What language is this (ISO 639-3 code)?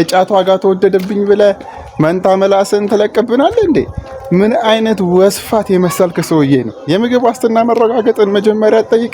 amh